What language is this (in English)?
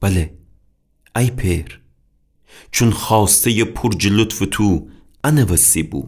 Gilaki